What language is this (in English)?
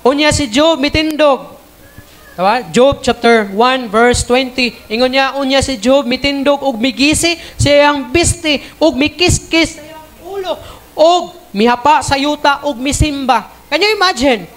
Cebuano